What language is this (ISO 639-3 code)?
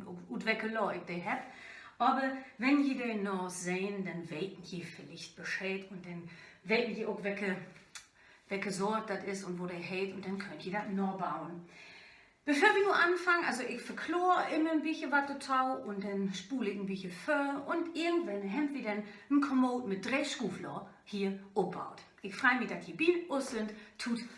nds